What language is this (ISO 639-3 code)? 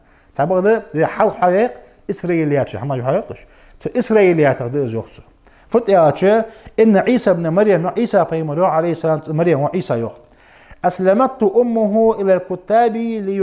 inh